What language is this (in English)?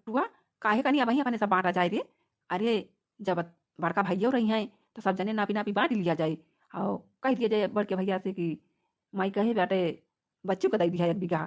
Awadhi